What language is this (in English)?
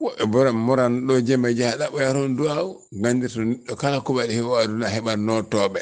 Fula